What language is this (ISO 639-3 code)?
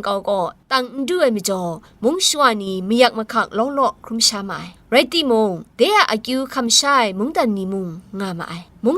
kac